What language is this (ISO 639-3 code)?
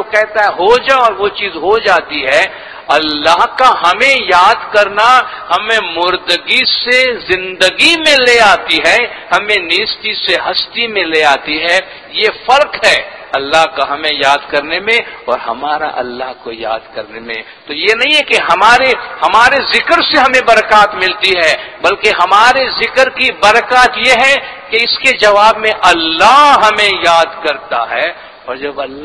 urd